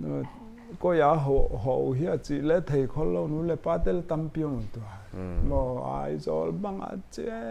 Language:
Paite Chin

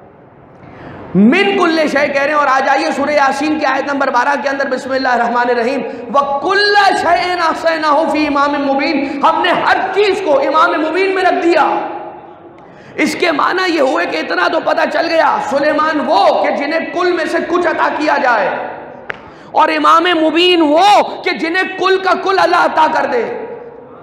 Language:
Urdu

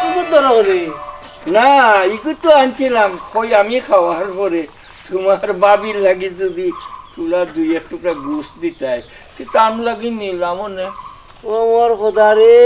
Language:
Sylheti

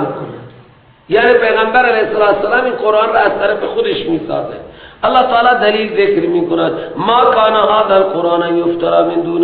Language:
Persian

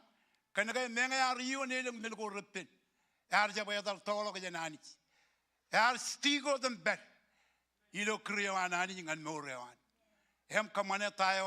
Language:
Marshallese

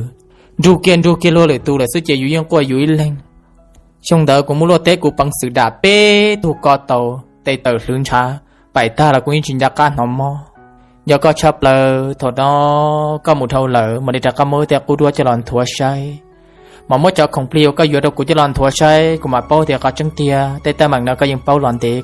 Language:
Hmong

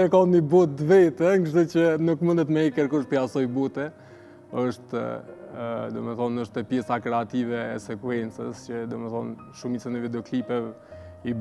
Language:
Albanian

